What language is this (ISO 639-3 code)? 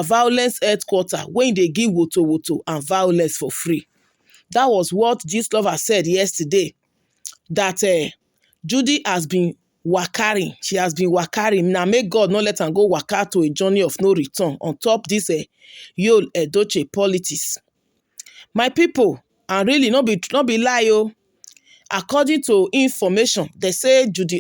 pcm